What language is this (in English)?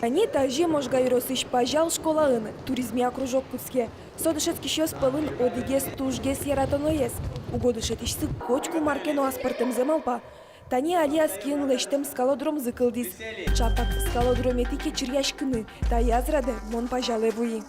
Udmurt